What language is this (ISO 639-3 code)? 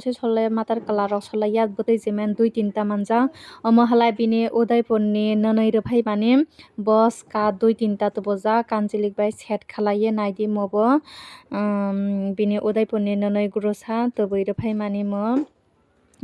trp